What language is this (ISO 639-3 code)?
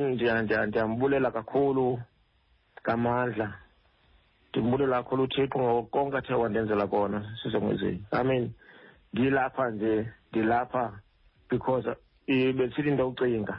xho